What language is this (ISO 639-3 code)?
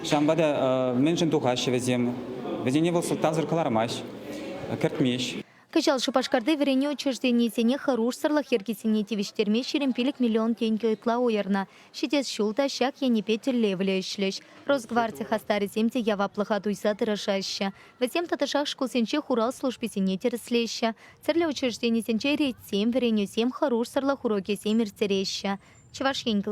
chv